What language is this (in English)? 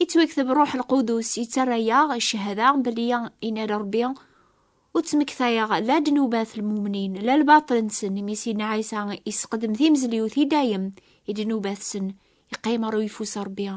Kabyle